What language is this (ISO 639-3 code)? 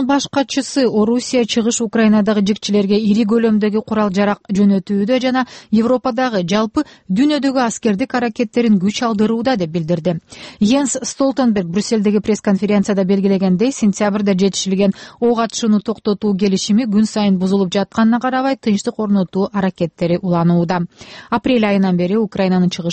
kir